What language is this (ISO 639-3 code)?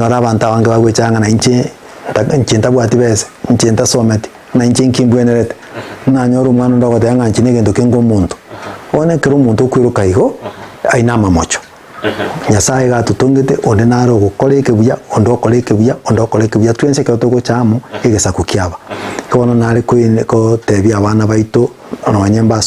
guz